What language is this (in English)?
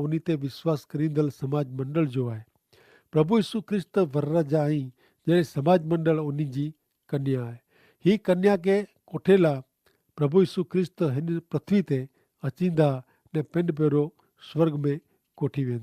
Kachhi